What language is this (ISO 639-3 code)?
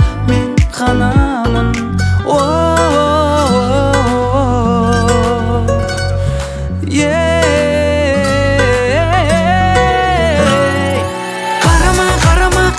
kaz